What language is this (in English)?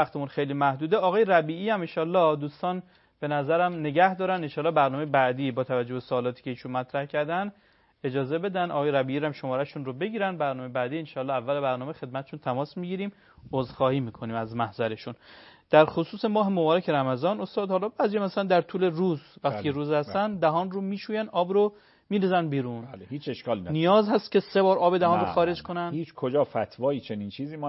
Persian